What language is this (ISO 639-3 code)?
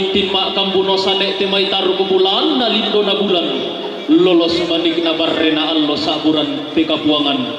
sda